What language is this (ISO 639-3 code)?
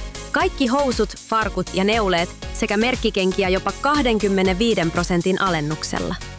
fin